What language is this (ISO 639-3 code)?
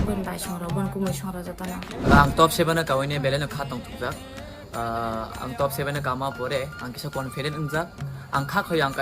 trp